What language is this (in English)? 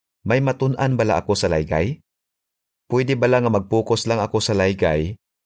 Hiligaynon